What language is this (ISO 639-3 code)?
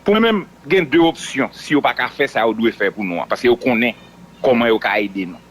hat